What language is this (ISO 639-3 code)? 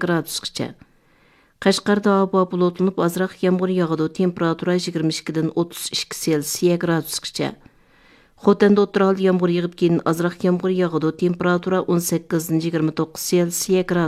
uig